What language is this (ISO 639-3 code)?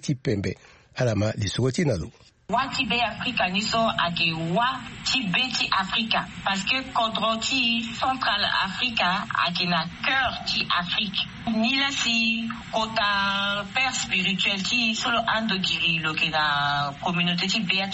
sag